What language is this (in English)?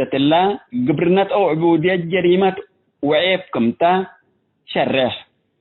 Tigre